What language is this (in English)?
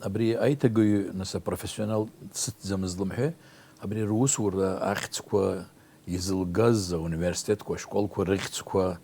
Abkhazian